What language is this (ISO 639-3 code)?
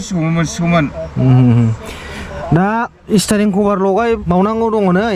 brx